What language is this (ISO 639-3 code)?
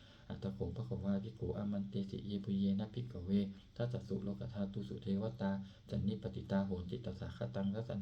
pli